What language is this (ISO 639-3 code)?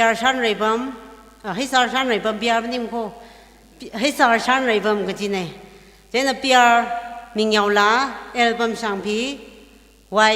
nmf